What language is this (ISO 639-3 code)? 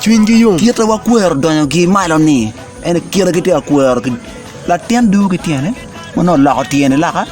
ach